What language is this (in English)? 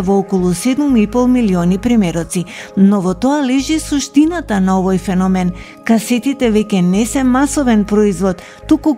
Macedonian